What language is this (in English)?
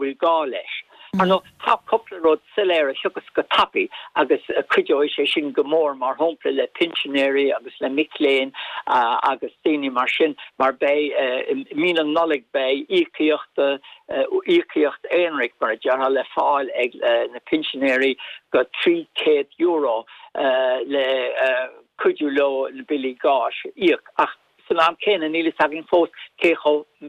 Irish